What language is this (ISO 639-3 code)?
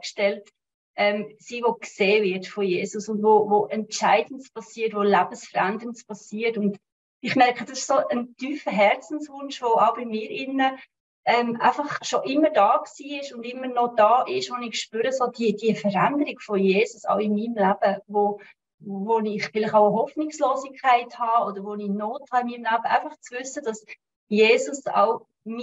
gsw